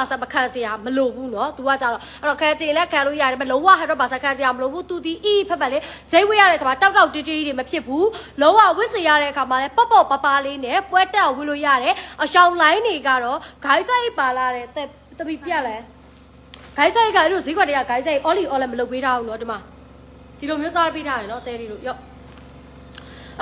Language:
Burmese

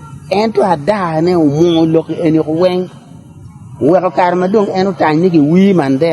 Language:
Acoli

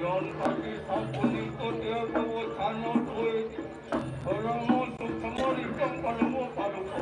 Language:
Balinese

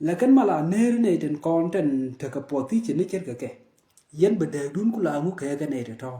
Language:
Nuer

